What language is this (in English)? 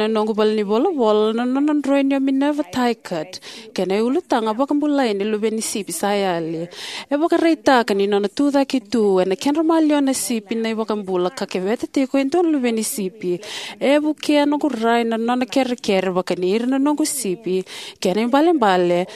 Fijian